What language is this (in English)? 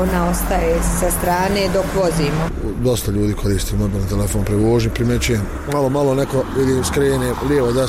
Bosnian